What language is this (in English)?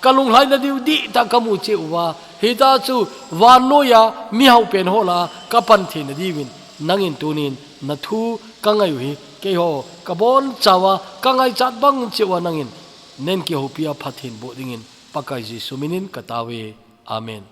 Thado Chin